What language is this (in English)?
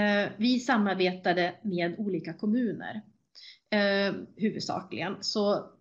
Swedish